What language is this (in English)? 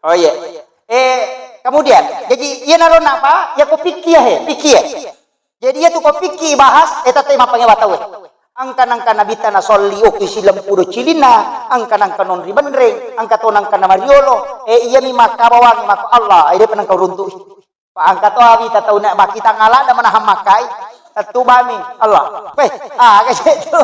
Buginese